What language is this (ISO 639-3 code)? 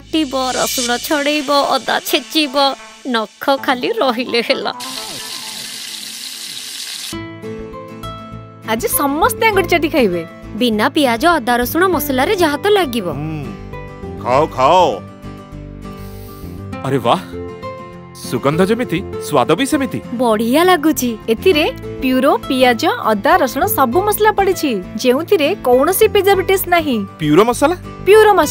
ori